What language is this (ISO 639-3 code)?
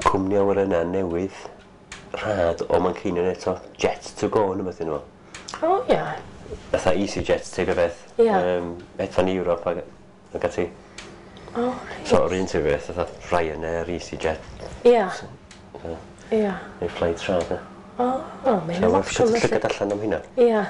cym